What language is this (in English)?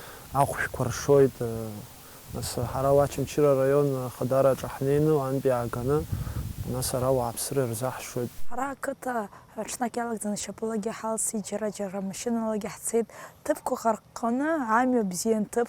Abkhazian